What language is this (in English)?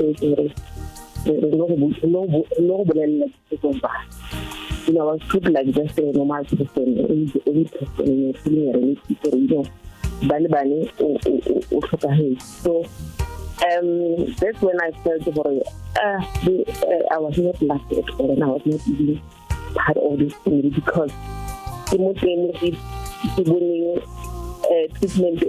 Northern Sotho